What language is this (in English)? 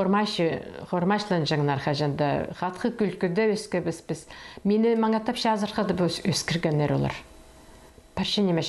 Khakas